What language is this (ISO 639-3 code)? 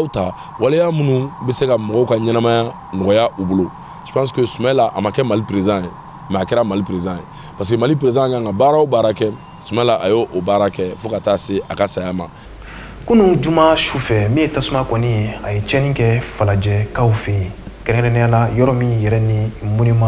bam